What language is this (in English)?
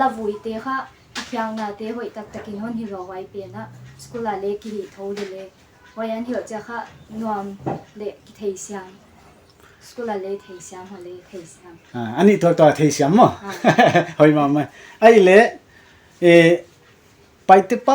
Paite Chin